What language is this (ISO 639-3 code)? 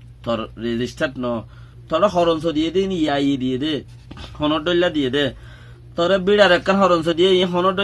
rhg